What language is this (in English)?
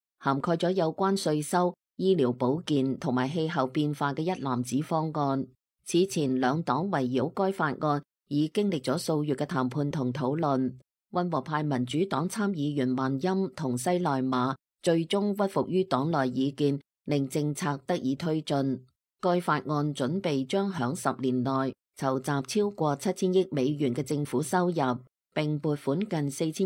Cantonese